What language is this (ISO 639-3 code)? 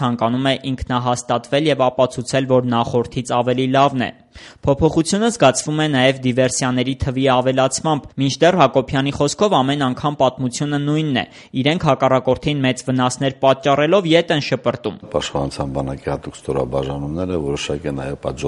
hye